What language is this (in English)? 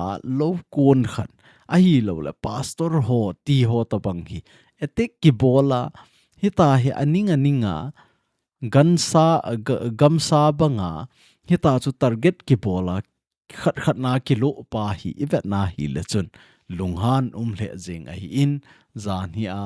Thado Chin